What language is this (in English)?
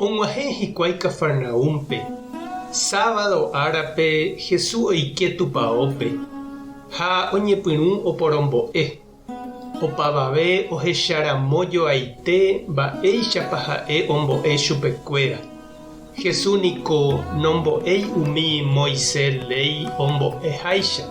Guarani